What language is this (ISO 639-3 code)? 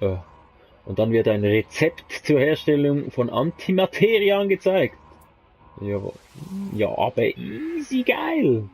gsw